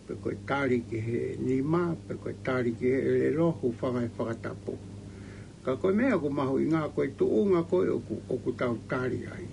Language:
Tongan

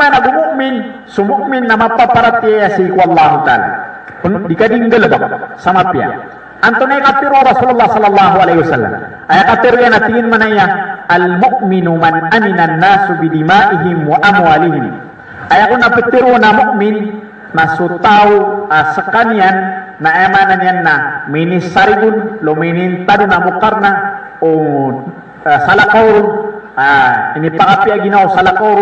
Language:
Maranao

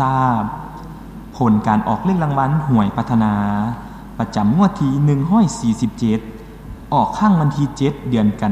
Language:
Lao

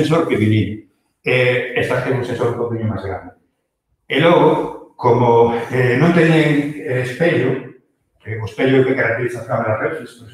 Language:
Galician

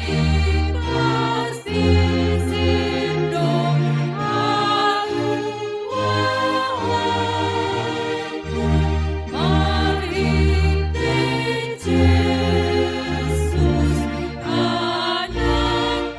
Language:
Batak Simalungun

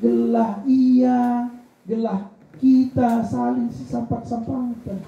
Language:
Batak Karo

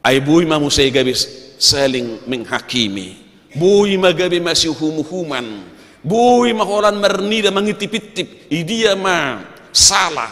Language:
Batak Toba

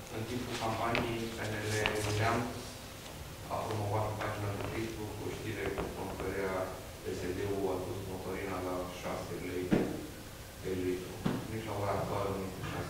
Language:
Romanian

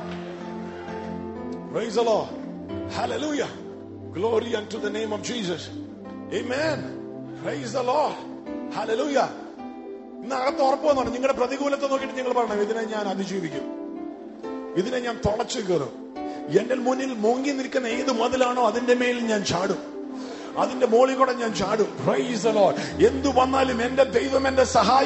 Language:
Malayalam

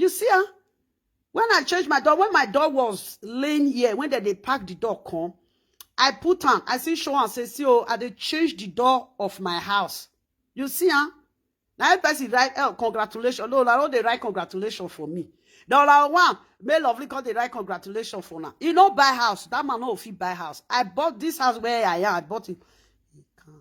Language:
Nigerian Pidgin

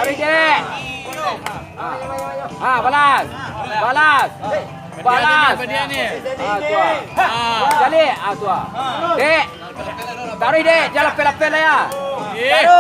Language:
Minangkabau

